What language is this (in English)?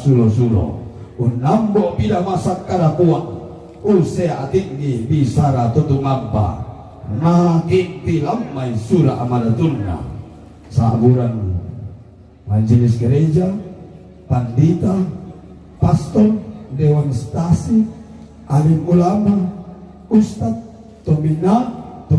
Toraja-Sa'dan